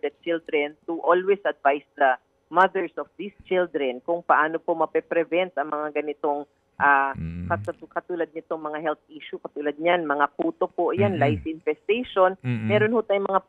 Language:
Filipino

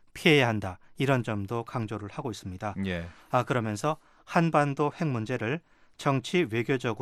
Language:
Korean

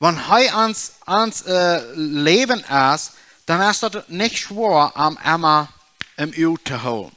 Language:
Plautdietsch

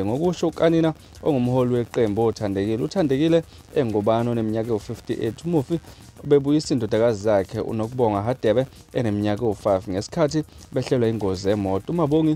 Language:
Zulu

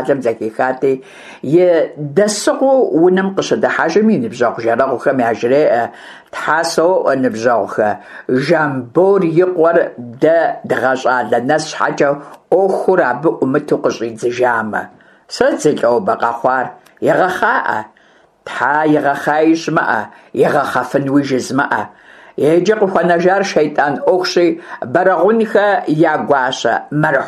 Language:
Kabardian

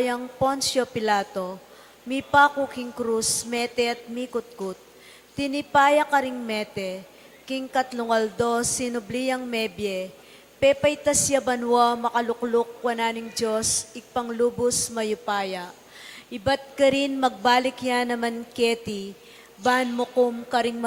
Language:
Pampanga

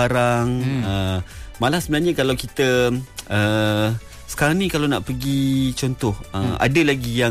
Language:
Malay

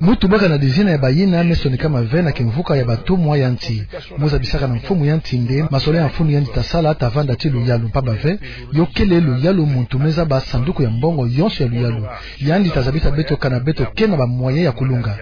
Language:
Kituba (Democratic Republic of Congo)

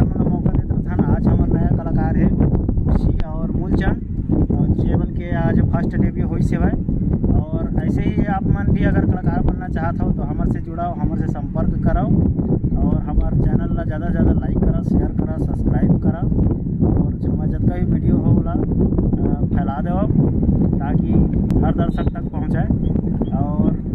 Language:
Chhattisgarhi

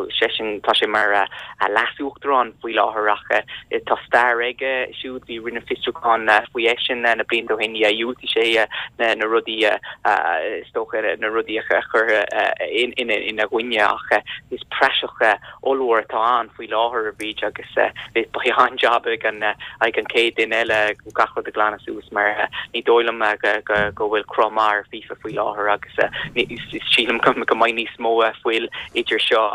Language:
Irish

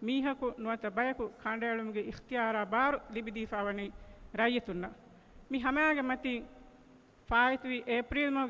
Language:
Divehi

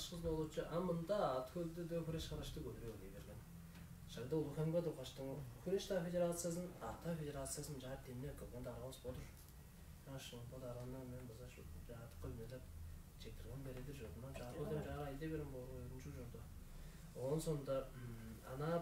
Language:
Tuvinian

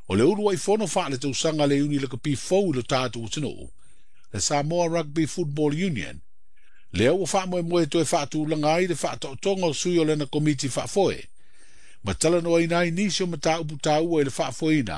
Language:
Samoan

